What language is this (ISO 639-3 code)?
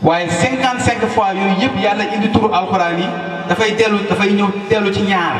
wol